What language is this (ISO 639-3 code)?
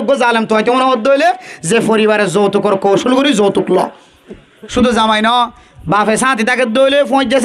rhg